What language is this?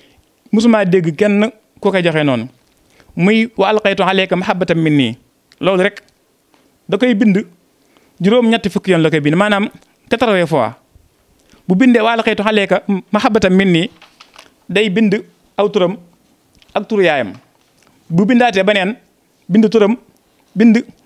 Wolof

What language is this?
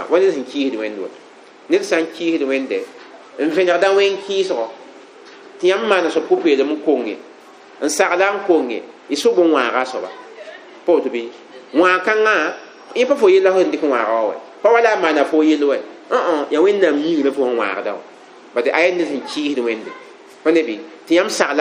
Mossi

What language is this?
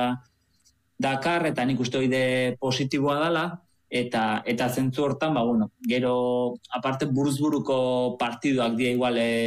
Basque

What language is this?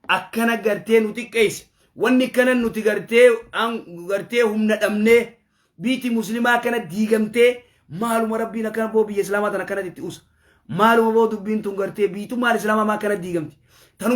Oromo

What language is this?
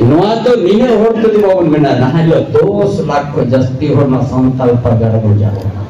Santali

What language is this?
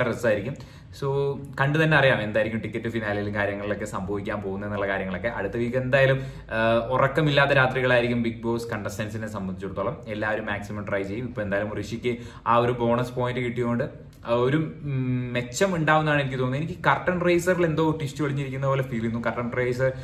Malayalam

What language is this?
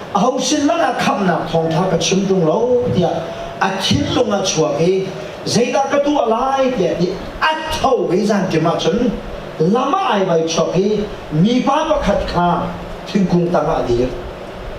Hakha Chin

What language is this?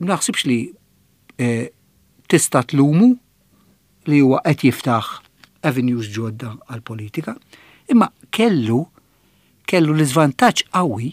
Maltese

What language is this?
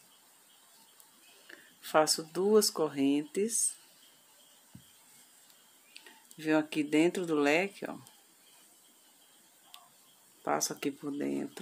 Portuguese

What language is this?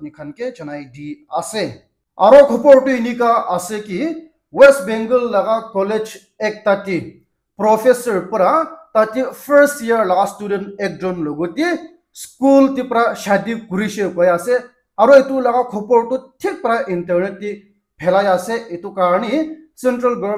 Naga Pidgin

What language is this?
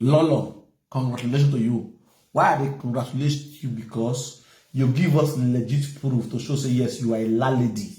Nigerian Pidgin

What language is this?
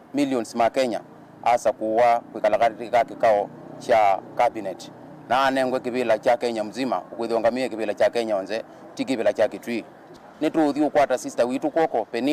Kamba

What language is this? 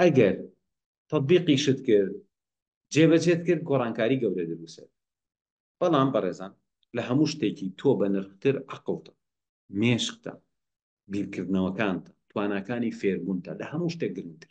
Central Kurdish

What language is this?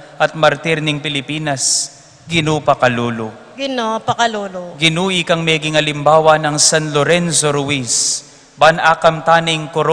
Pampanga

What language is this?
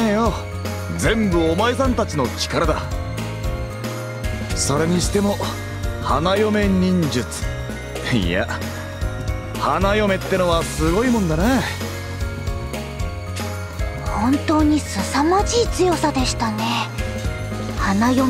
Japanese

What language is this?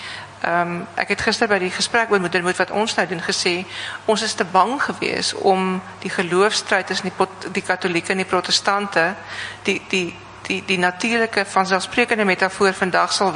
Afrikaans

